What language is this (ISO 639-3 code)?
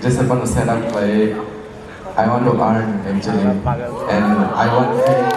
trp